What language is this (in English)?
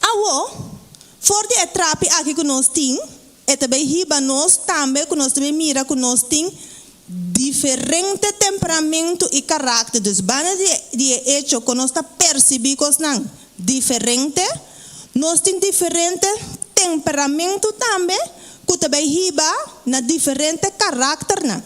Papiamento